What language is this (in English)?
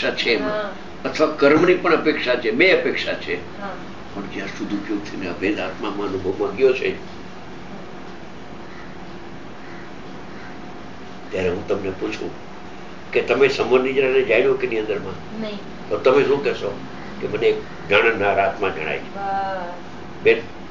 Gujarati